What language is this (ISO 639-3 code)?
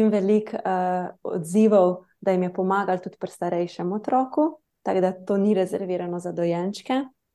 slv